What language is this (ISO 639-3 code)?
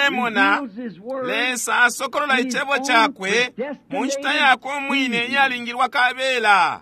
bem